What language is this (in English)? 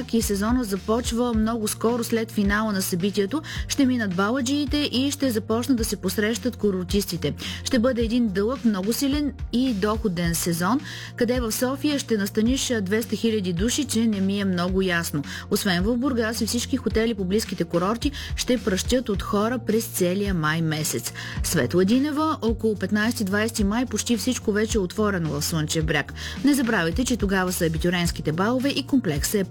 Bulgarian